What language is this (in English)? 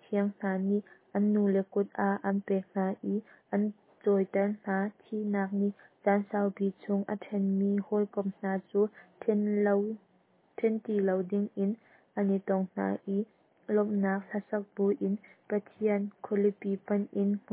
Hakha Chin